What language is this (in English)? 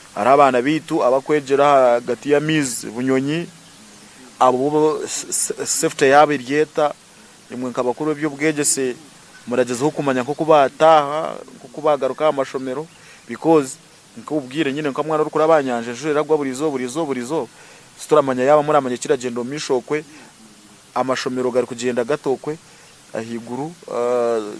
Nyankole